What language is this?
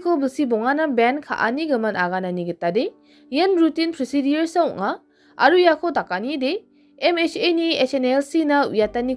Garo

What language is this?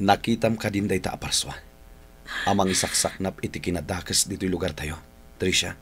Iloko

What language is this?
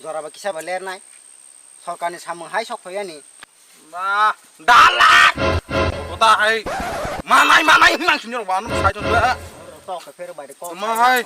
Kok Borok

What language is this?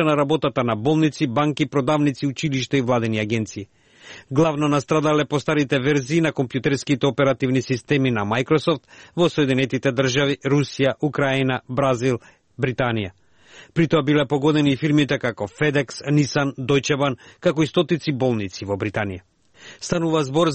Macedonian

